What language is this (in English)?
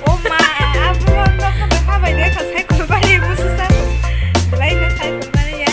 Kok Borok